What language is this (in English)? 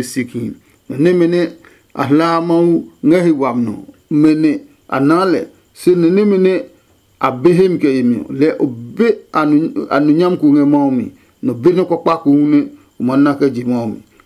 Adangme